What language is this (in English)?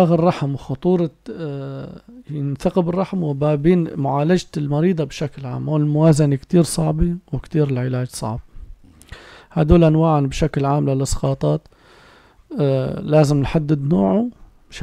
North Levantine Arabic